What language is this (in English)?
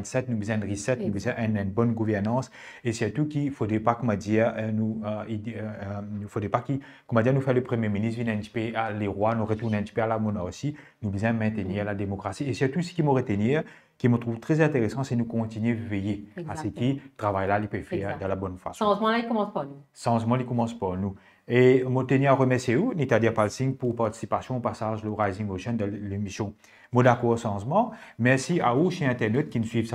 Morisyen